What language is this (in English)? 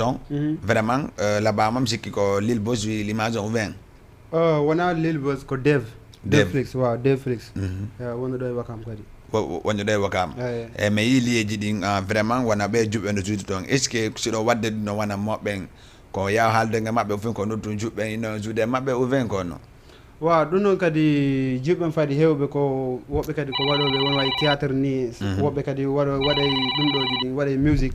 Fula